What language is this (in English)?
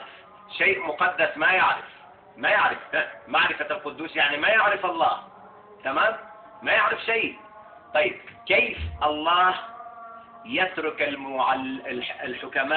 Egyptian Arabic